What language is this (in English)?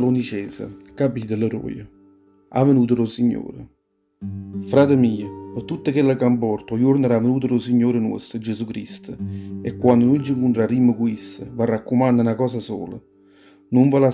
Neapolitan